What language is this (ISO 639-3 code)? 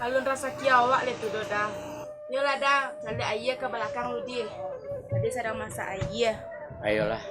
min